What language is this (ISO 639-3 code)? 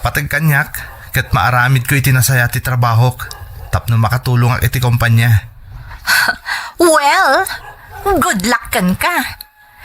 ilo